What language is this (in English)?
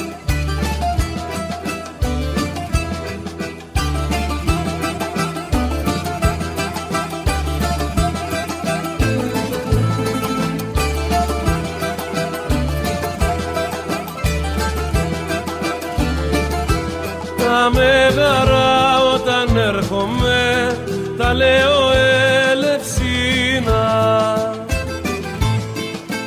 Greek